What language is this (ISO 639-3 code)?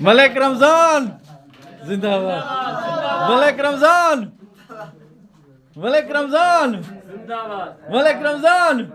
bgp